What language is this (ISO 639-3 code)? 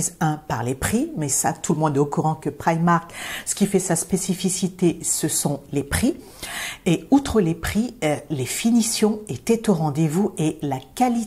fra